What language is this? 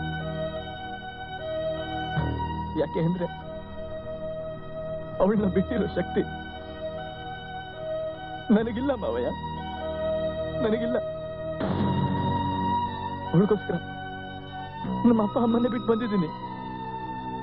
Kannada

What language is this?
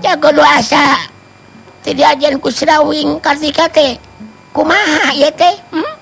Sundanese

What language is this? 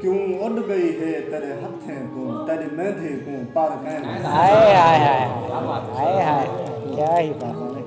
Saraiki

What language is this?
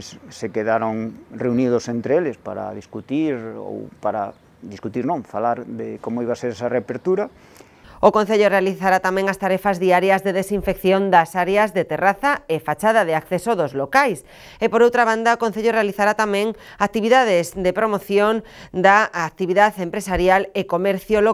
Galician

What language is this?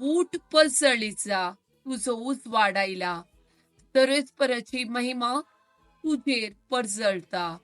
Konkani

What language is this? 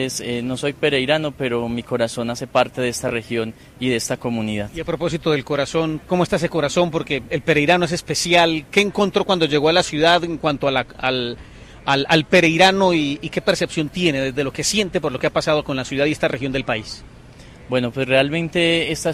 Spanish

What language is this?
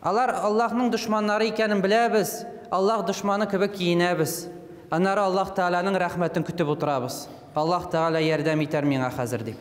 Tatar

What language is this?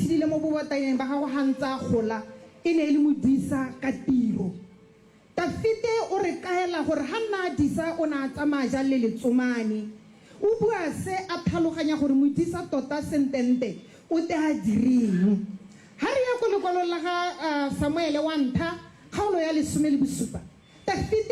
Tswana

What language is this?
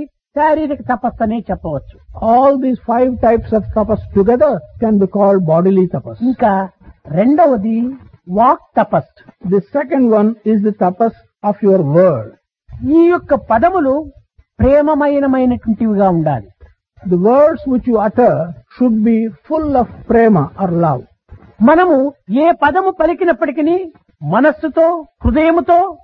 Telugu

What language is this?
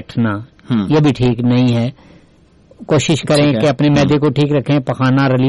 Urdu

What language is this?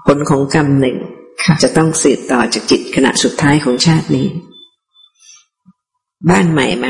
Thai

